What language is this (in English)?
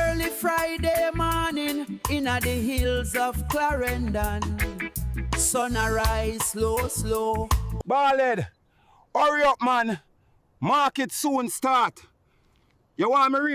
Jamaican Creole English